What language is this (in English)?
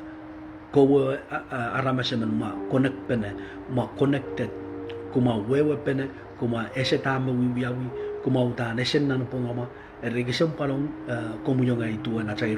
Pohnpeian